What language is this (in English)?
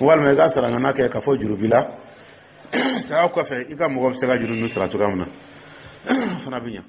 Dyula